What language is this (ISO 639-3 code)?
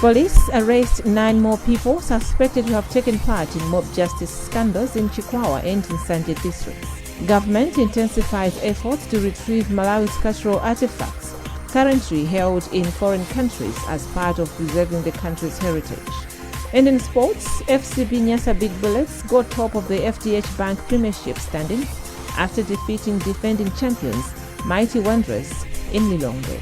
eng